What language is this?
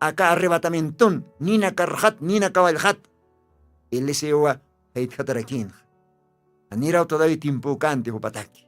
Aymara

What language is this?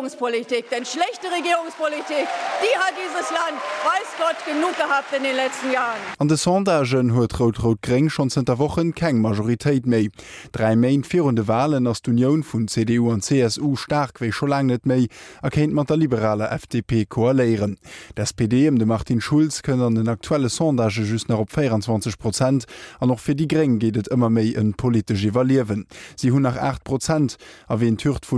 Luxembourgish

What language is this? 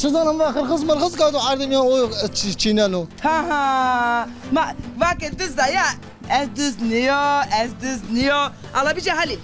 Zaza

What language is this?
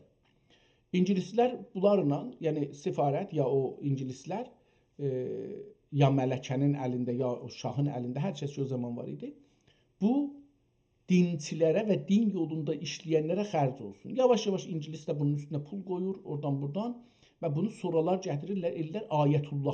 South Azerbaijani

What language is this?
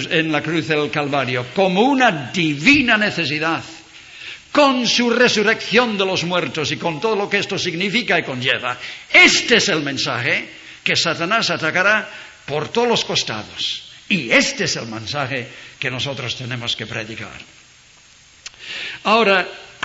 Spanish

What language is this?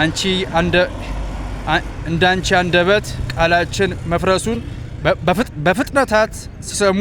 Amharic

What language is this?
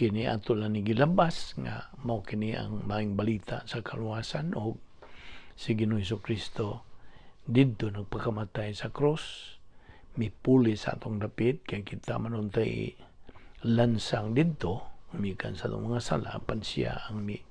Cebuano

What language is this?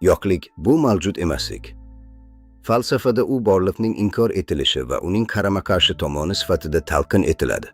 Uzbek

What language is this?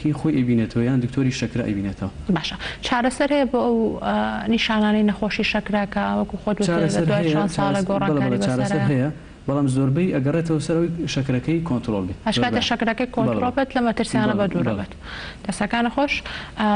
Central Kurdish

